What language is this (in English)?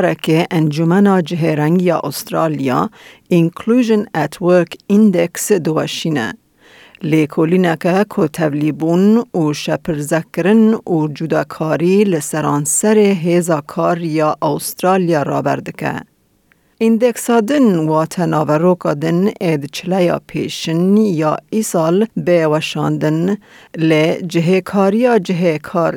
Kurdish